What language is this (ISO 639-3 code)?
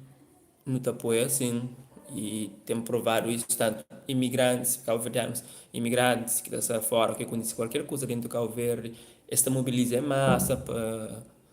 kea